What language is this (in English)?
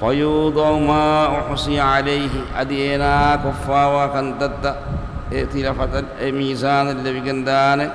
Divehi